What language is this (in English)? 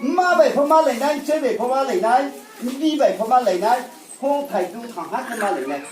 Riang (India)